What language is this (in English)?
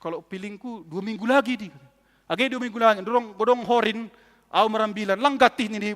Batak Simalungun